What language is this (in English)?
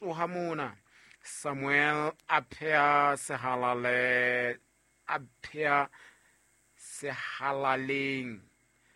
Southern Sotho